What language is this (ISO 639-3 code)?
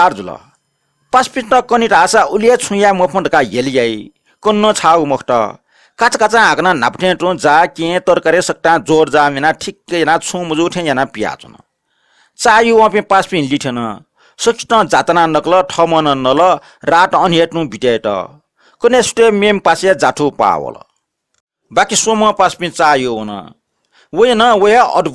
new